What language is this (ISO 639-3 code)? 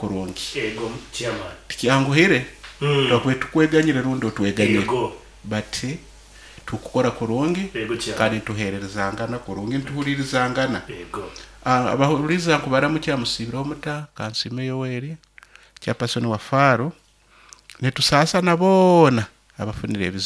nyo